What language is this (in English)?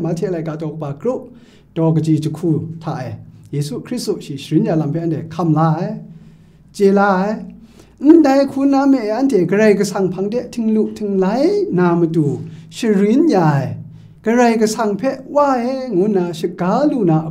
Kachin